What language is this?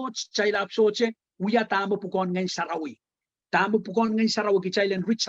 Pohnpeian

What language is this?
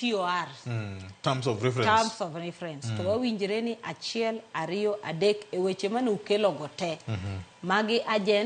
Luo (Kenya and Tanzania)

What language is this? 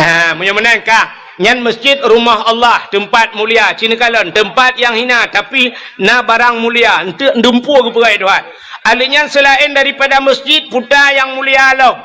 Achinese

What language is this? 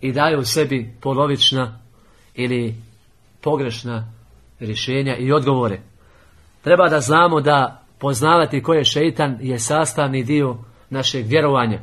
Bosnian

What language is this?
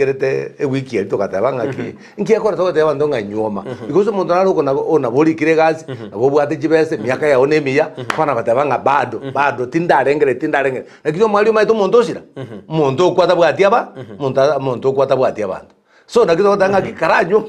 Gusii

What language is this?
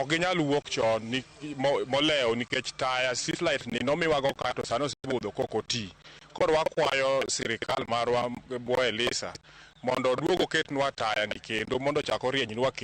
Luo (Kenya and Tanzania)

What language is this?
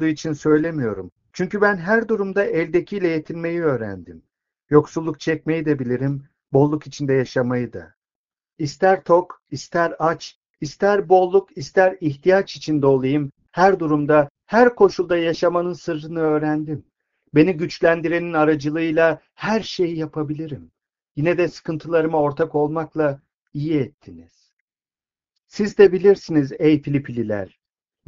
Turkish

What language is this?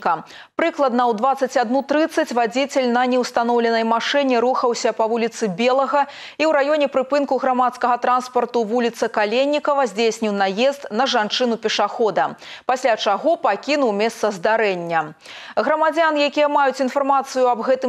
Belarusian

